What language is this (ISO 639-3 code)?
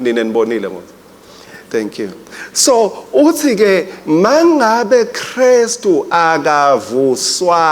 ssw